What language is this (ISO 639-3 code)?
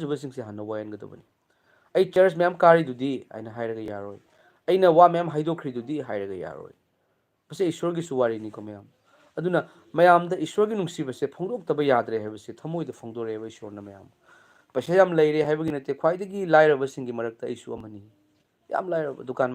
mni